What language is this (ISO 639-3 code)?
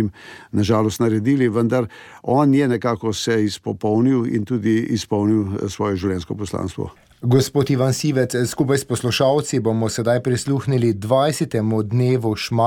slv